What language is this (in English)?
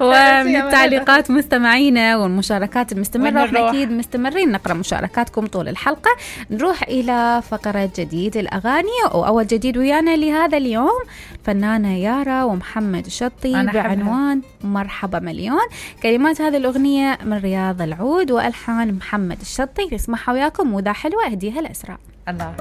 Mesopotamian Arabic